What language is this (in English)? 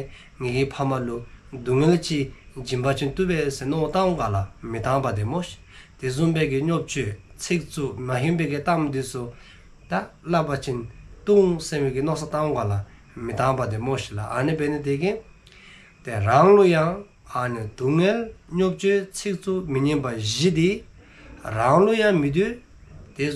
Dzongkha